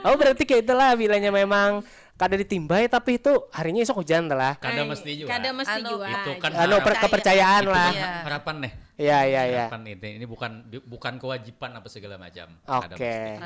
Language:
Banjar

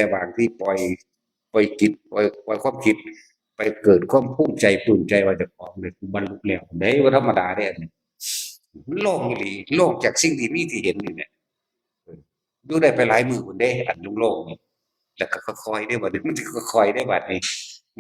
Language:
Northeastern Thai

